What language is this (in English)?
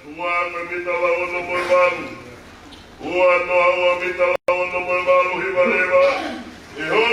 Tongan